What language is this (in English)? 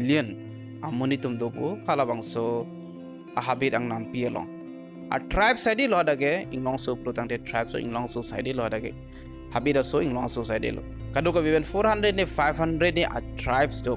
Karbi